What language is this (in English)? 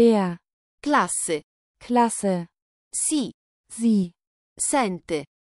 Italian